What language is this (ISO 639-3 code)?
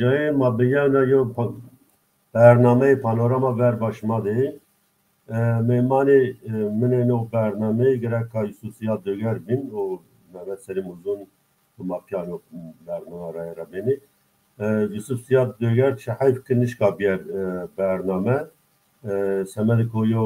zza